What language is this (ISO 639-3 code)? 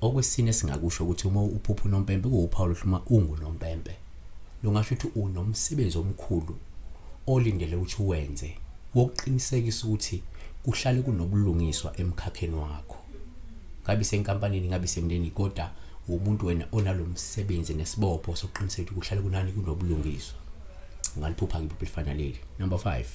zul